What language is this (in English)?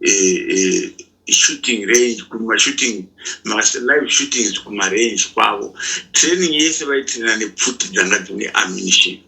Shona